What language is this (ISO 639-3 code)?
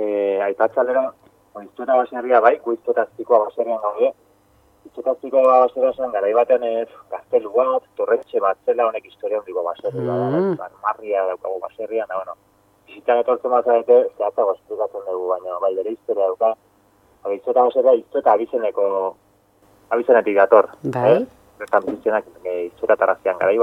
eus